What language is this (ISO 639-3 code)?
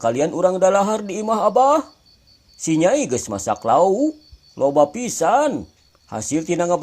sun